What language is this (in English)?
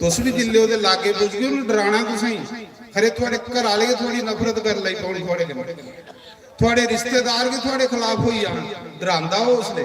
Dogri